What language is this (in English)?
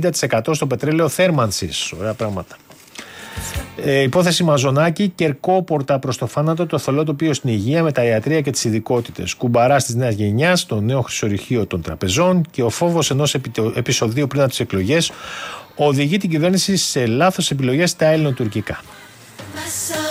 Greek